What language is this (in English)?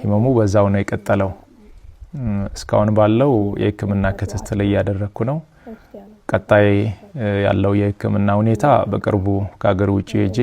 Amharic